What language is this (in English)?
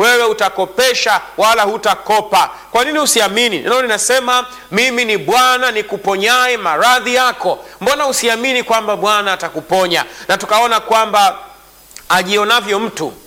Swahili